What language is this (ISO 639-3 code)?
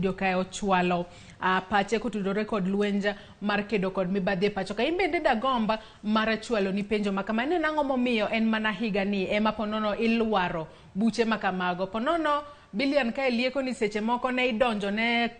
luo